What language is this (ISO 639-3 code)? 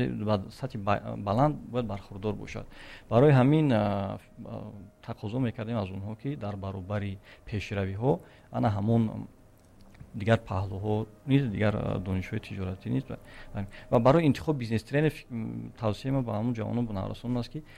tgk